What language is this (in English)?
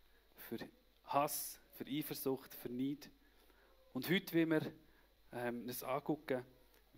Swiss German